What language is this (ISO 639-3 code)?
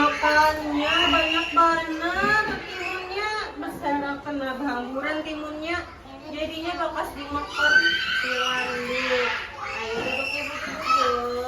bjn